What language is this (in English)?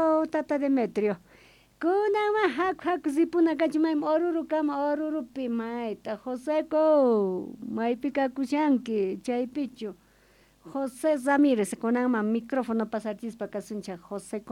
South Bolivian Quechua